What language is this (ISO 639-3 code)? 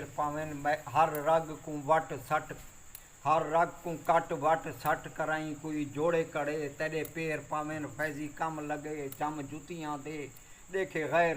skr